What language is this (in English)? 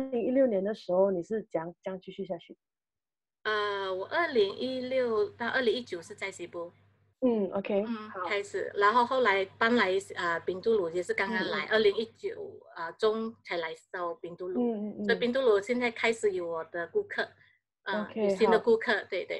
Chinese